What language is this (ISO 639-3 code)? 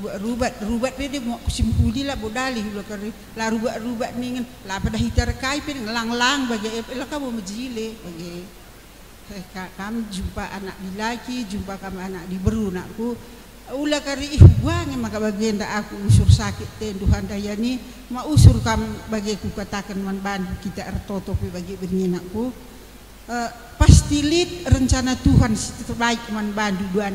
btx